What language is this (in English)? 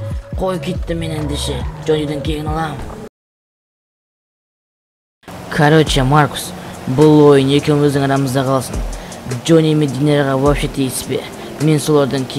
Kazakh